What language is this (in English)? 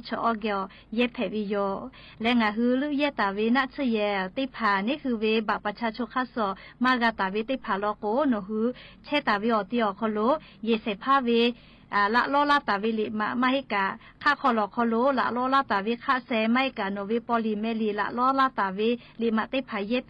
Lahu